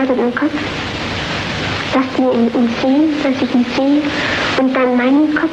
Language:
Finnish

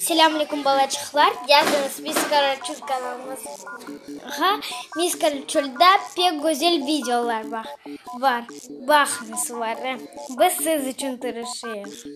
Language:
Crimean Tatar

